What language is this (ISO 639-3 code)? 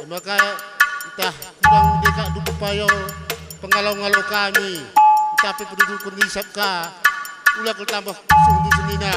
btx